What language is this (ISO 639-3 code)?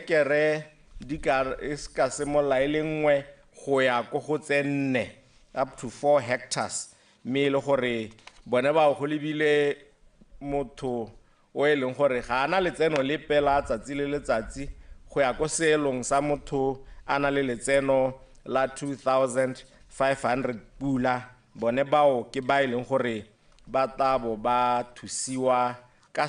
tsn